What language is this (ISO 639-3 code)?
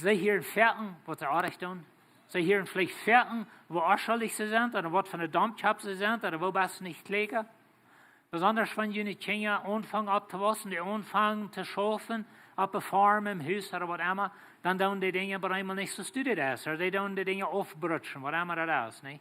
pdt